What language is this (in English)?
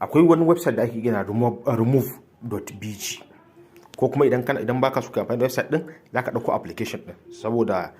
Hausa